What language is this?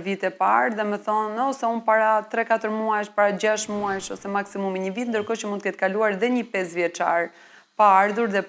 Albanian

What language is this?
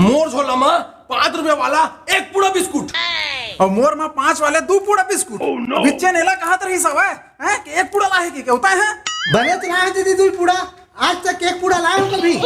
Chhattisgarhi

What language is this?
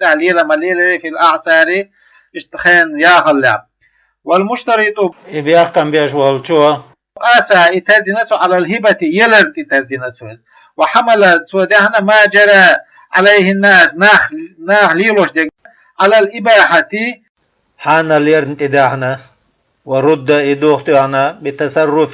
Chechen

